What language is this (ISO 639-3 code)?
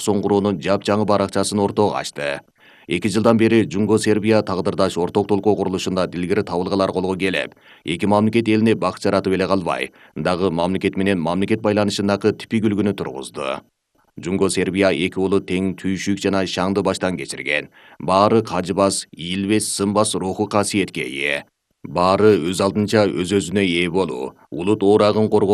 kir